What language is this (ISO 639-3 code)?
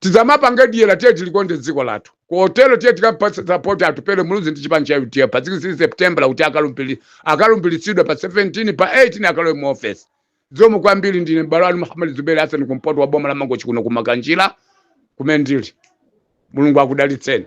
nya